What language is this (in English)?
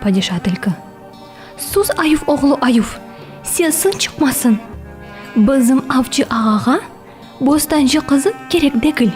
Crimean Tatar